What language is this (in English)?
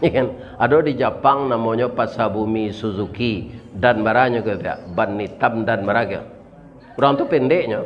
Minangkabau